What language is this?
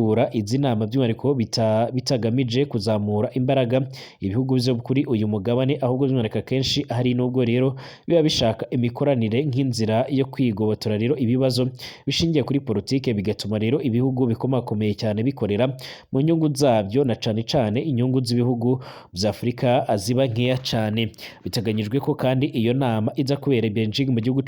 Rundi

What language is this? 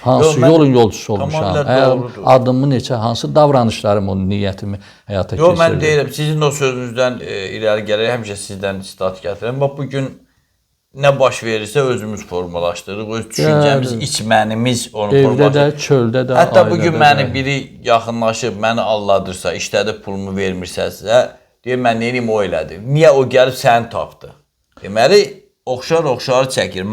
Azerbaijani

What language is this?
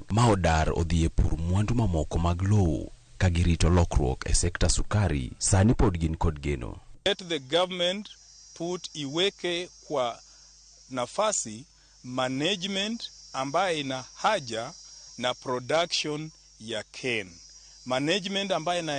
Luo (Kenya and Tanzania)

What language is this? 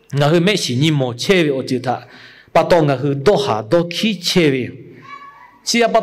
Lahu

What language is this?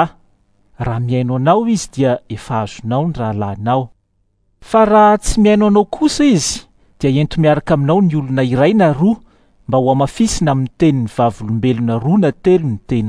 Malagasy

